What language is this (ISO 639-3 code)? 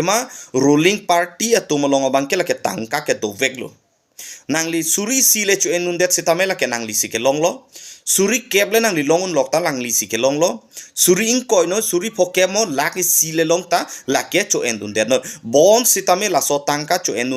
mjw